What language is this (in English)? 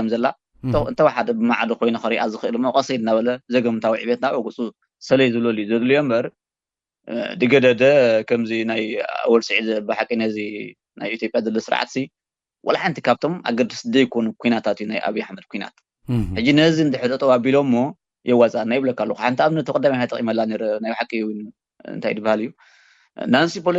Tigrinya